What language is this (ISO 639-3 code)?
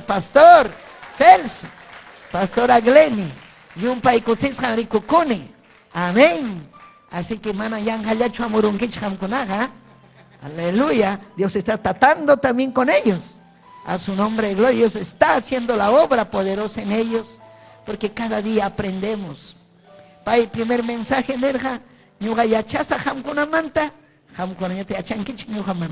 quy